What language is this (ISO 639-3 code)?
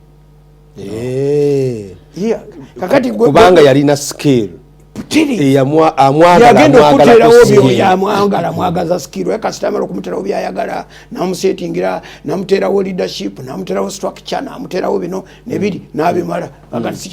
lug